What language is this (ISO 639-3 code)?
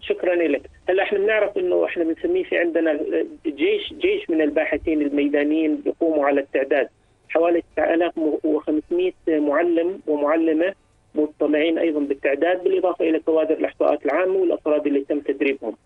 apc